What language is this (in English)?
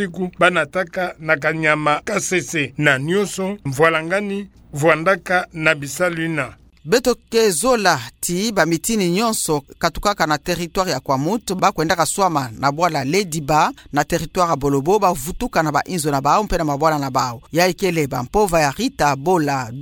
Kituba (Democratic Republic of Congo)